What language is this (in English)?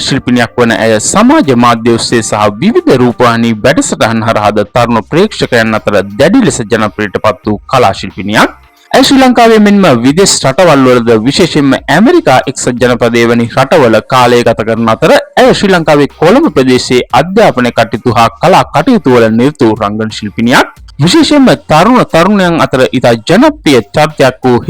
Sinhala